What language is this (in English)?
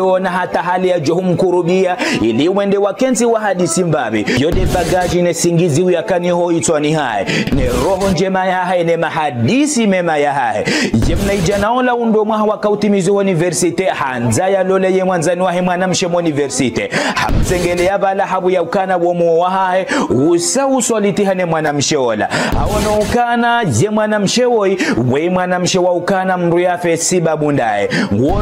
Ngazidja Comorian